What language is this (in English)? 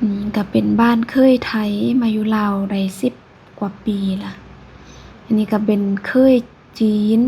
Lao